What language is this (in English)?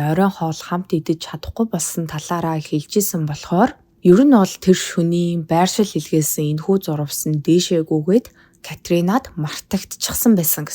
Mongolian